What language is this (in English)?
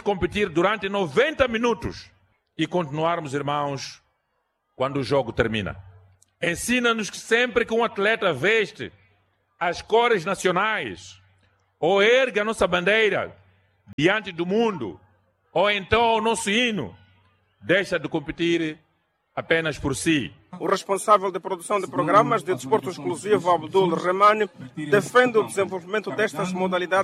Portuguese